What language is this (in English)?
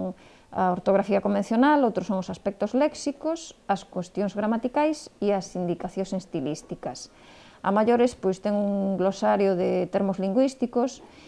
Galician